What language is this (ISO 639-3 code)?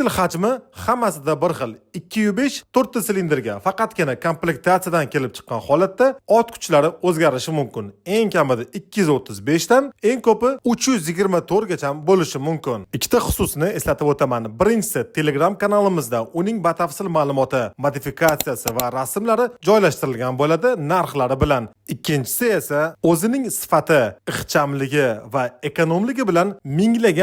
uzb